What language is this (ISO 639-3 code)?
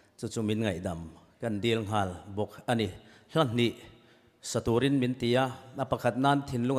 cnh